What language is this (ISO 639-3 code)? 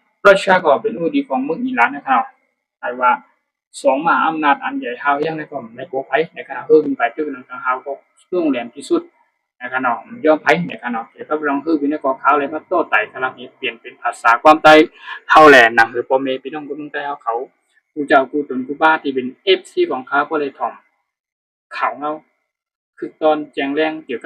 shn